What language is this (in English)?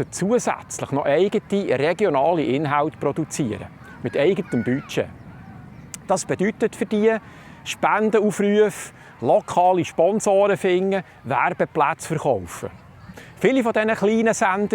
Swiss German